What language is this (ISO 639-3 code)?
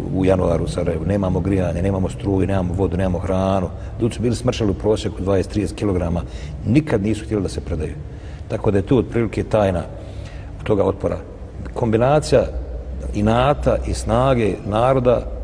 bos